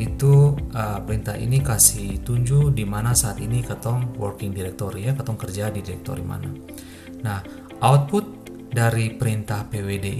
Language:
Ambonese Malay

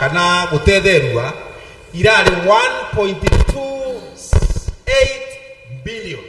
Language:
Meru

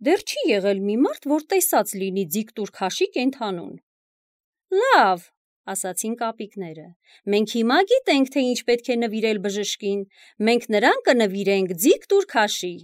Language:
Armenian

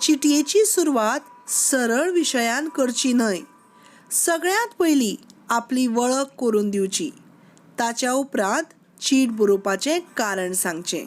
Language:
Konkani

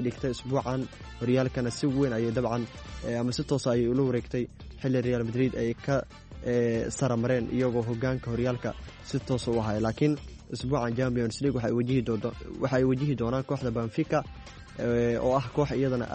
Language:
Somali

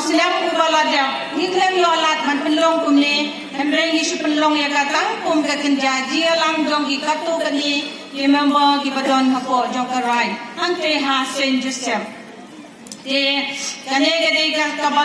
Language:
Khasi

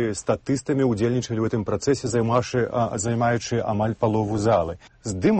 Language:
Belarusian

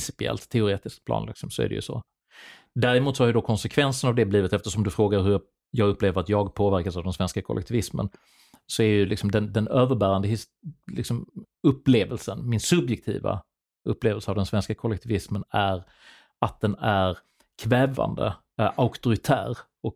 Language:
Swedish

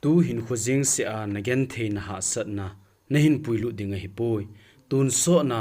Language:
Thado Chin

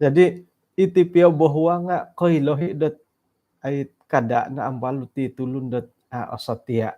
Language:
Central Dusun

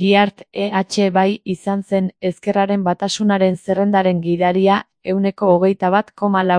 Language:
Basque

